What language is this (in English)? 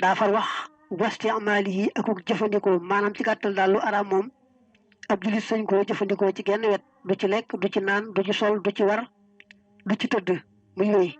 Wolof